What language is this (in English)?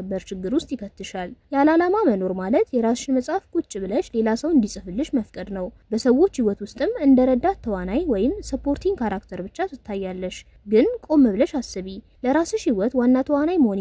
Amharic